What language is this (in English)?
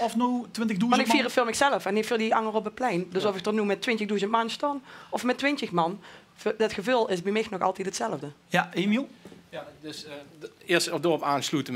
Limburgish